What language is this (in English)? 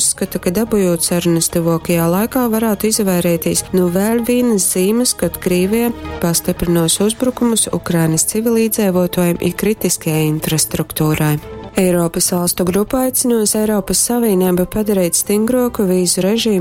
Latgalian